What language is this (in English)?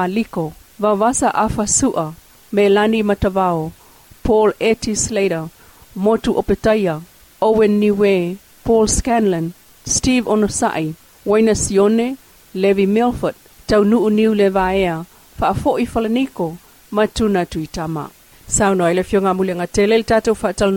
Samoan